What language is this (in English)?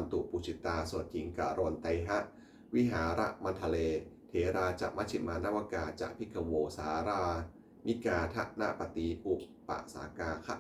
Pali